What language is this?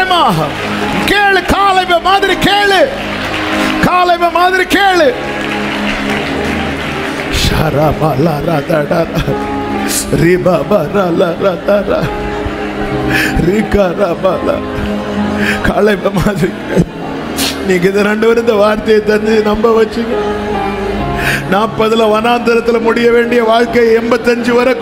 Tamil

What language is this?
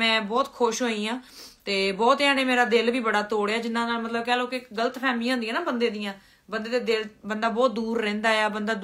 Punjabi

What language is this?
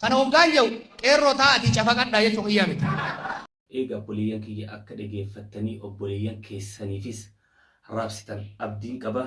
Oromo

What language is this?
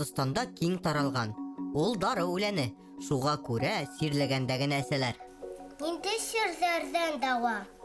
Bashkir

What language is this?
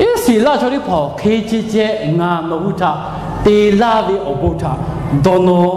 Lahu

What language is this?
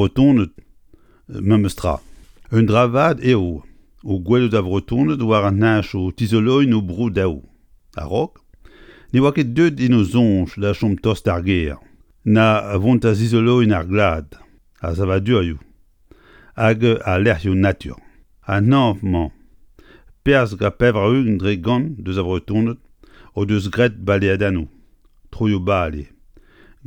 Breton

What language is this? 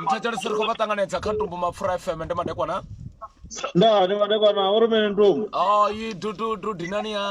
Venda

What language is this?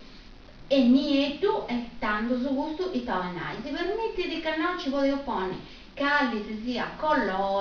Sardinian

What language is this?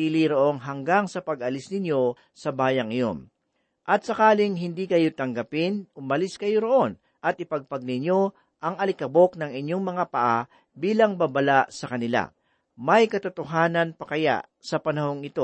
Filipino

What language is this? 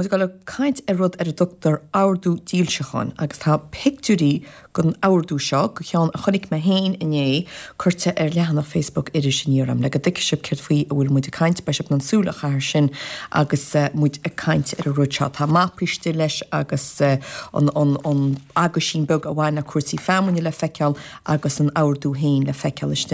Irish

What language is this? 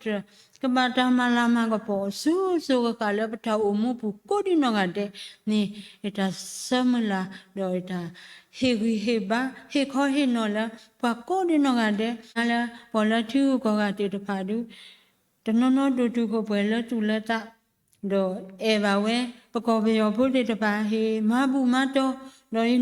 S'gaw Karen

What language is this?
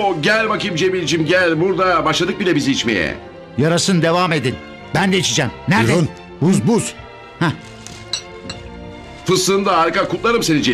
Turkish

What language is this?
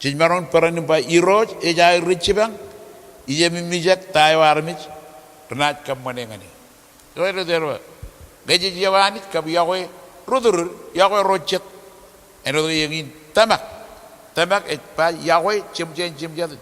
Marshallese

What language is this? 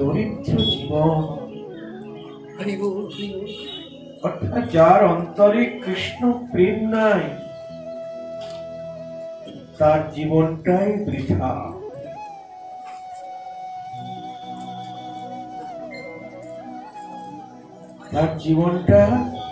Bangla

